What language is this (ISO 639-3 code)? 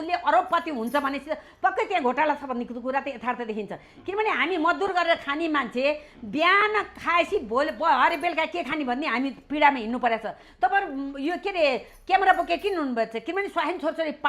nep